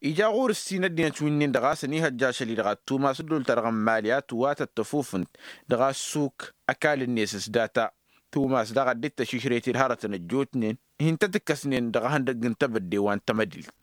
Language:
Tamasheq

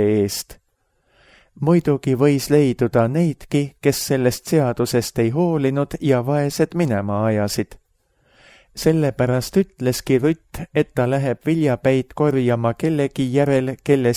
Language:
Estonian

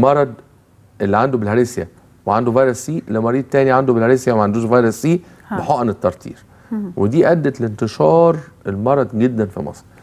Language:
Egyptian Arabic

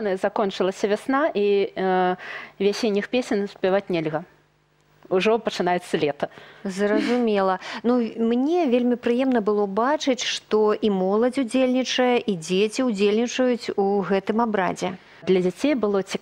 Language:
Belarusian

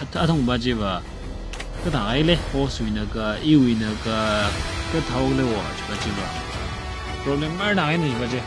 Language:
Tangkhul Naga (India)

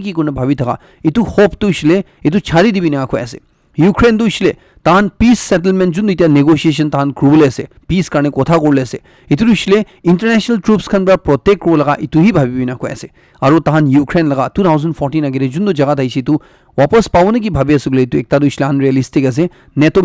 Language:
Naga Pidgin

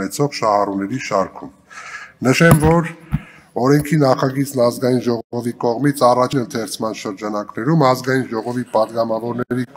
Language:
Armenian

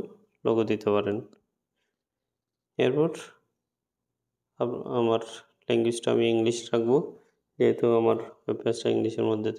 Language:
Bangla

